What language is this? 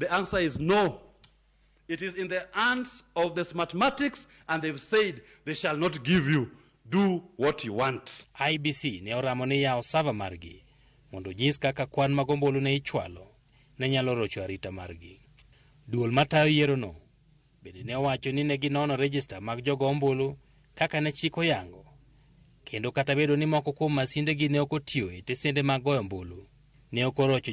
Luo (Kenya and Tanzania)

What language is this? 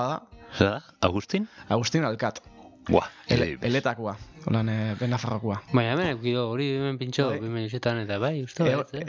Basque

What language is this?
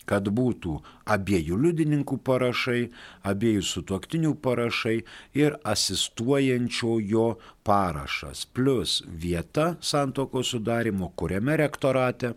Lithuanian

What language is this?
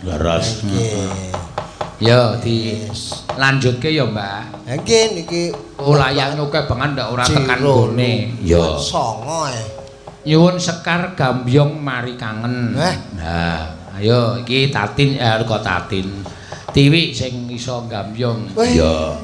Javanese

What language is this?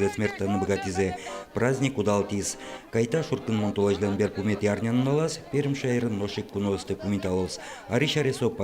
Udmurt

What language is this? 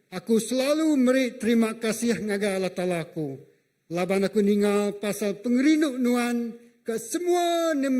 Iban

